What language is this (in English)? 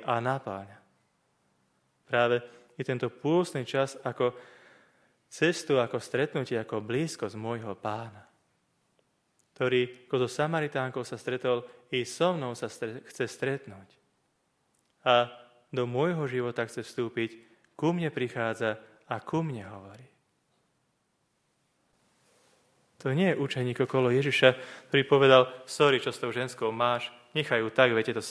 Slovak